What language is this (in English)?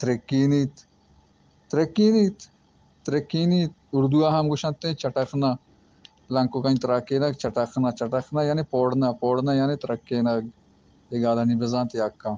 Baluchi